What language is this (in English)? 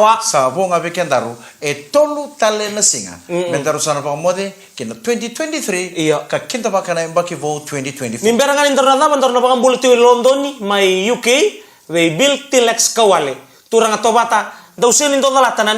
Fijian